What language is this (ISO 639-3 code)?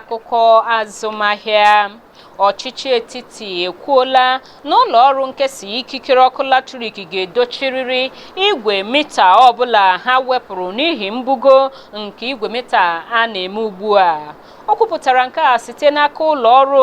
ibo